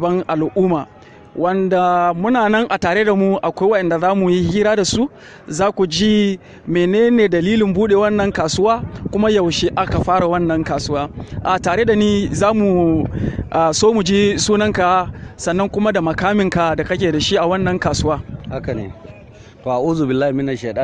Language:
Hausa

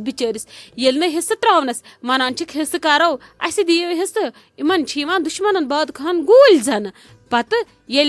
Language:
Kashmiri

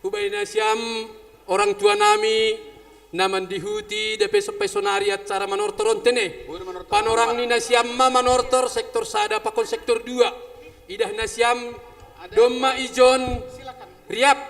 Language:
Batak Simalungun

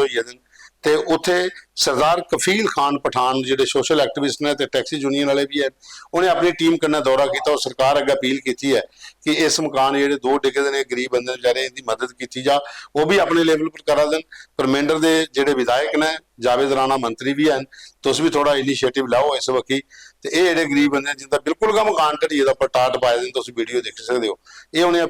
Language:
Dogri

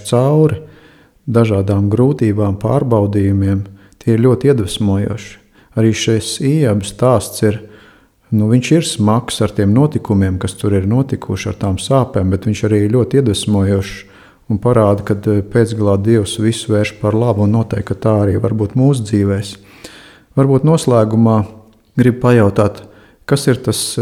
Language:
Latvian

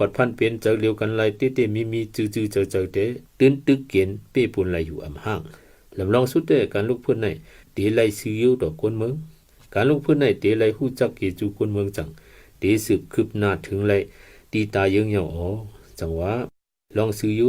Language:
Shan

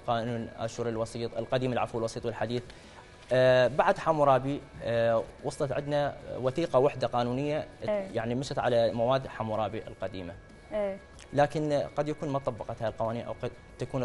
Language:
Mesopotamian Arabic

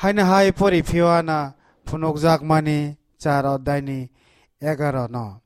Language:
Kok Borok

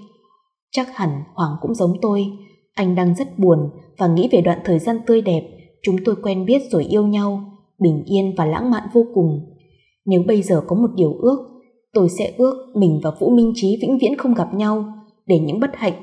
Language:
Vietnamese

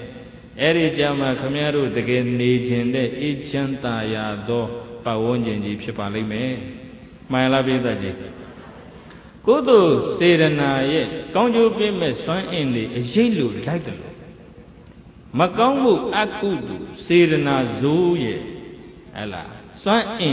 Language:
Burmese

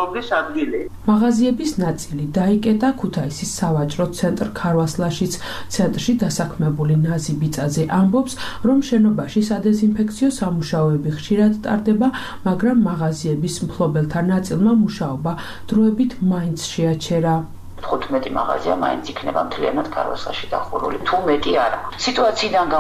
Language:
Georgian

